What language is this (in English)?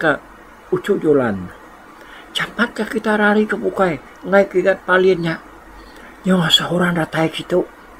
Iban